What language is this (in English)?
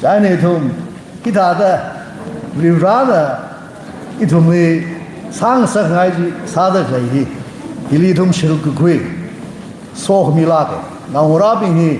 Tangkhul Naga (India)